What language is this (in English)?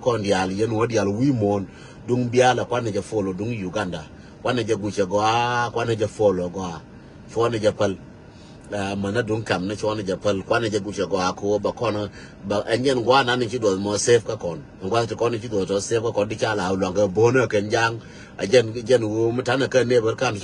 Nuer